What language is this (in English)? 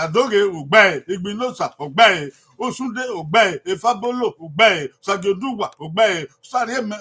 Bini